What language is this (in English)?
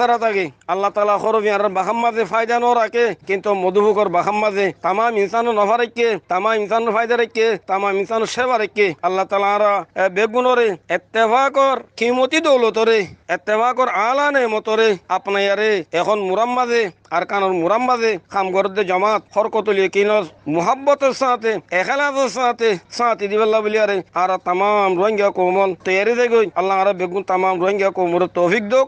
Rohingya